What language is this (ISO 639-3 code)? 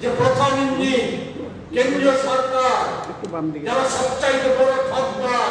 trp